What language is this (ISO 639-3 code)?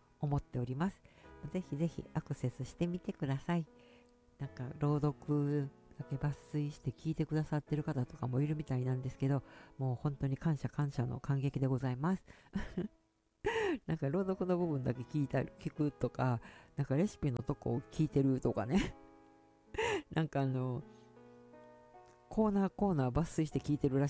jpn